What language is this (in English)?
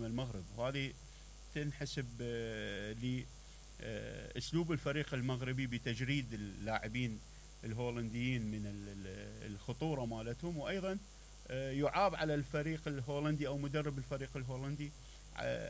Mesopotamian Arabic